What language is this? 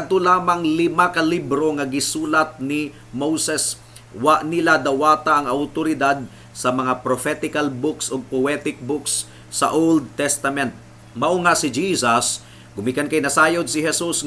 Cebuano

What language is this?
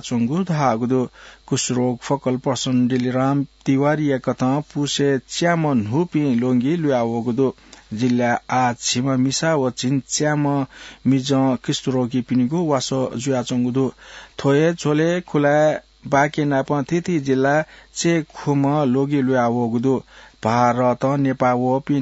Newari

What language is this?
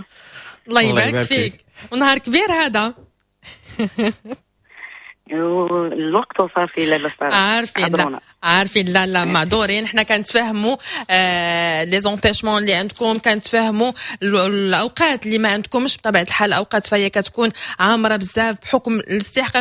Moroccan Arabic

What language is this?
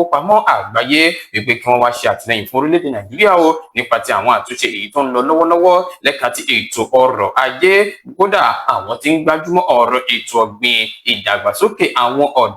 Yoruba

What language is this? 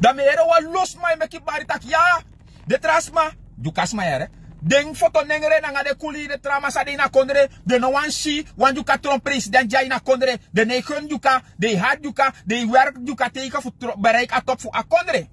Sranan Tongo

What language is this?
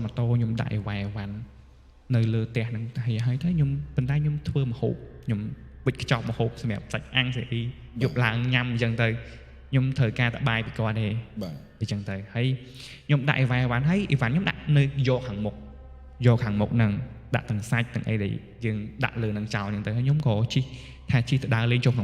Khmer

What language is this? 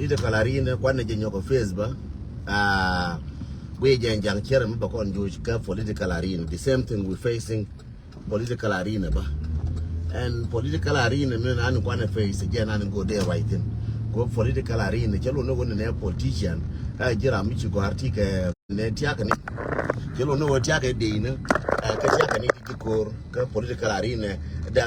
Nuer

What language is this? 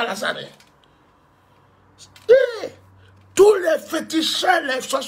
French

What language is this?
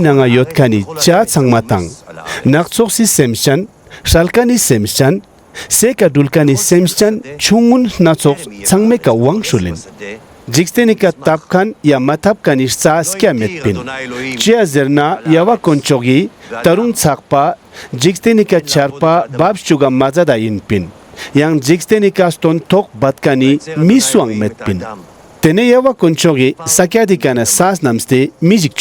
Ladakhi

